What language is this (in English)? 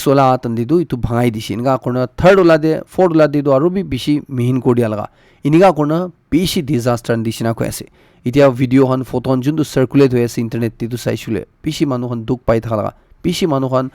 Naga Pidgin